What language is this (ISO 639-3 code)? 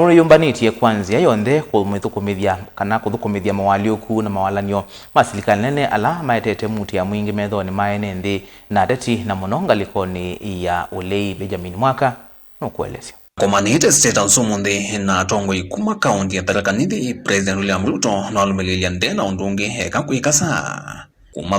kam